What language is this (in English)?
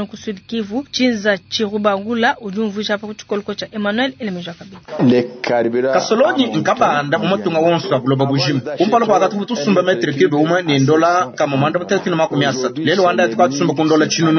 Luba-Lulua